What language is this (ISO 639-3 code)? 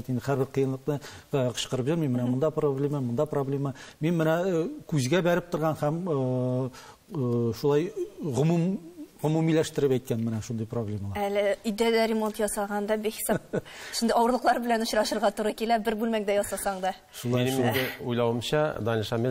tat